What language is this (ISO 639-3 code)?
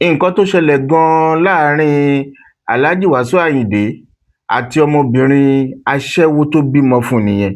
yor